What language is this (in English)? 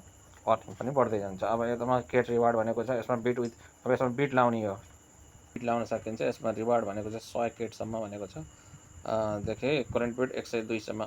Nepali